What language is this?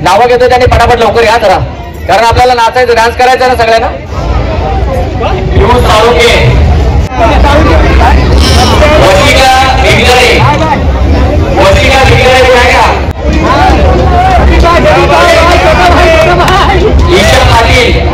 Marathi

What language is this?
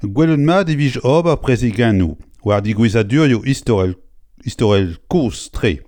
Breton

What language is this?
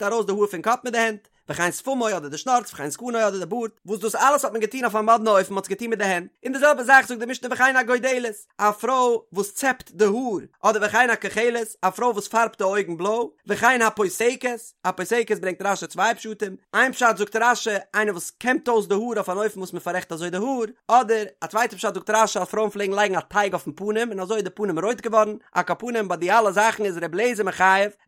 Yiddish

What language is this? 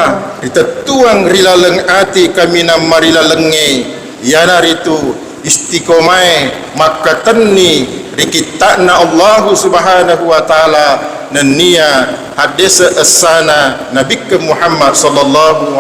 Buginese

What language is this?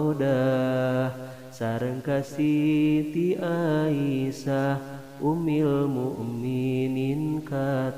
Sundanese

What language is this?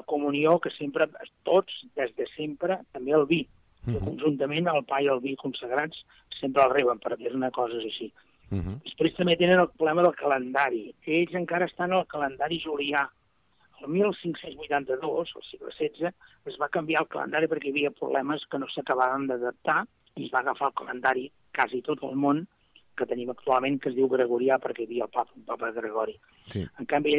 Catalan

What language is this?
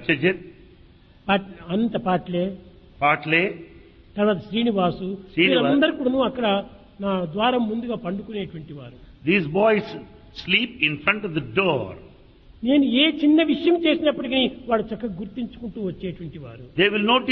Telugu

